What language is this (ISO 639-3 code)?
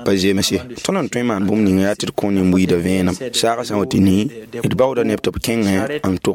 mos